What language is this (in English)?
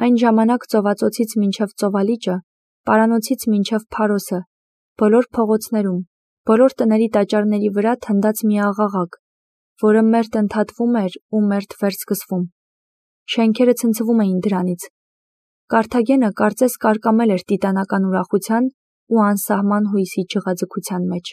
Armenian